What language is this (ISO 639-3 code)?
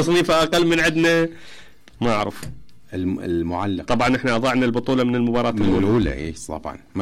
acm